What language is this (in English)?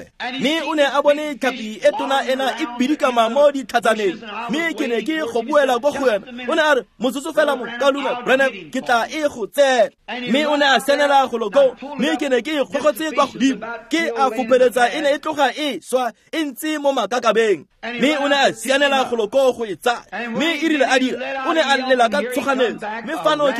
Tswana